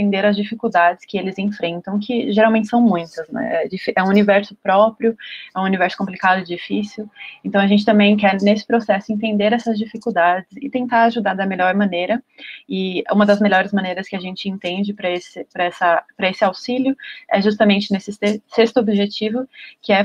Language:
Portuguese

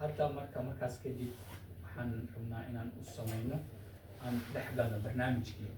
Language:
Somali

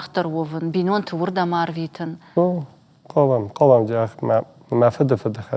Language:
Ossetic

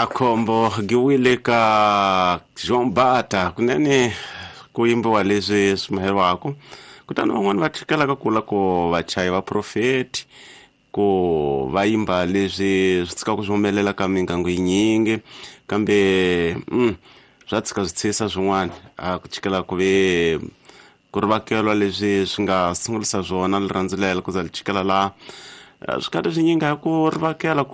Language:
Tsonga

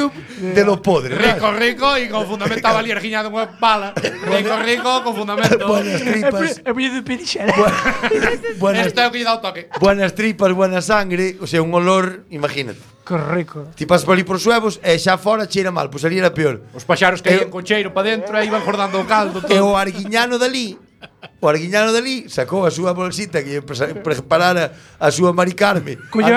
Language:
Galician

